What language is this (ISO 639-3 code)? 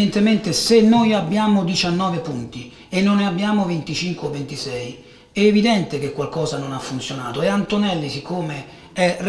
ita